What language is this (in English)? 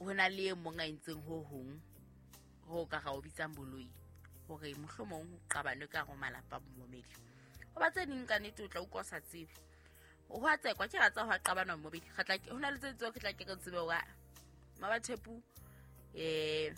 Southern Sotho